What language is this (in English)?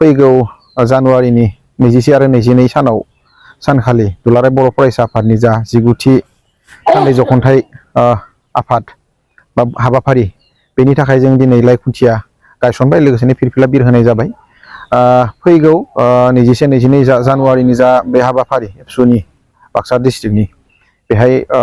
Bodo